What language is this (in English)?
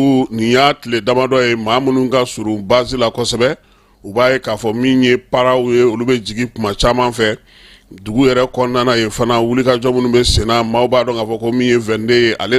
Bambara